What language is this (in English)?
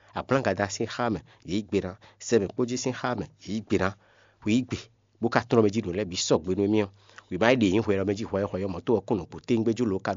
Fon